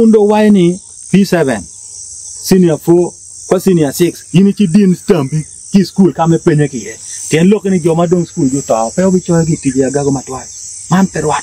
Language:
Acoli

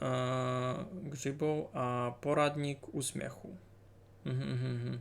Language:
Rusyn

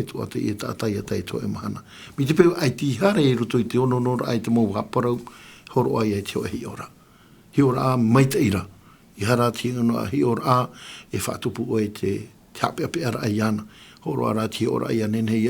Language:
Tahitian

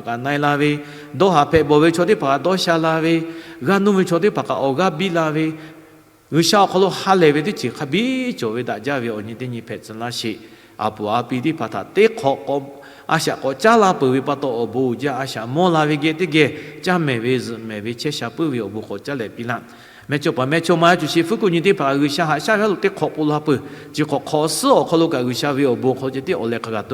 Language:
Lahu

